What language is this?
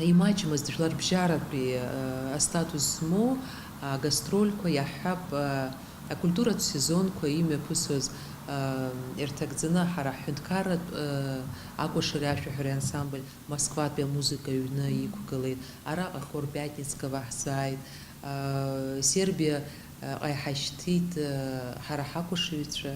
Abkhazian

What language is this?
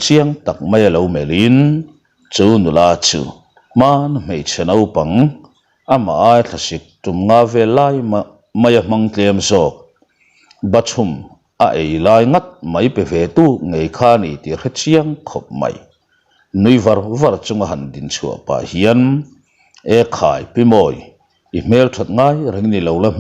Mizo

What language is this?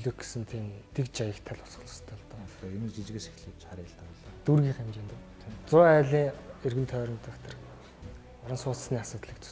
Mongolian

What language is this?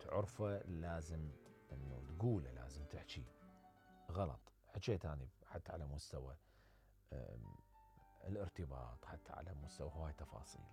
Mesopotamian Arabic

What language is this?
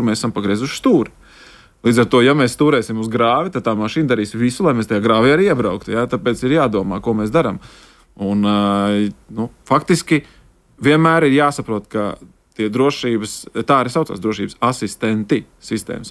Latvian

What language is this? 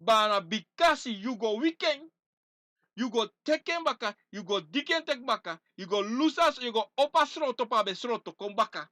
Sranan Tongo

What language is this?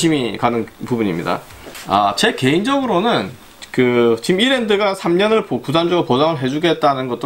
Korean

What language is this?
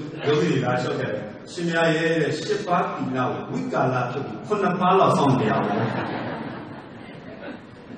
Burmese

